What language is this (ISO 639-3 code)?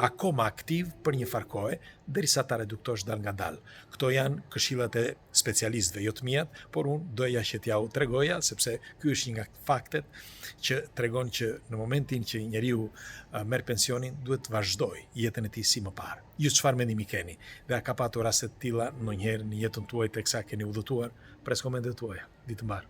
sqi